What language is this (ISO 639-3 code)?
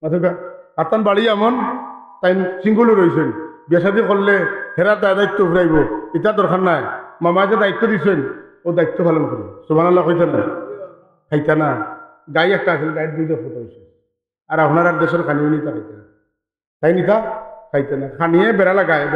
syl